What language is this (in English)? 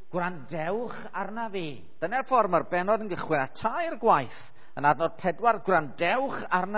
Welsh